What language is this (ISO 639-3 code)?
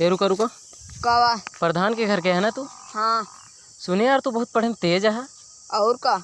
awa